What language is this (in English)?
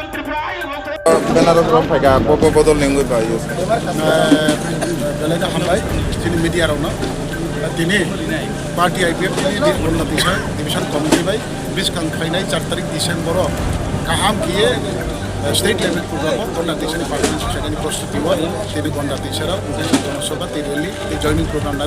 Kok Borok